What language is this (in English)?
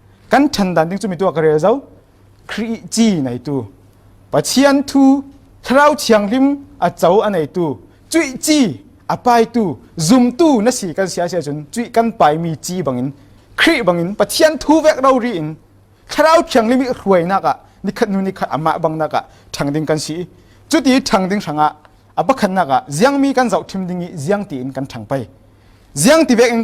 Falam Chin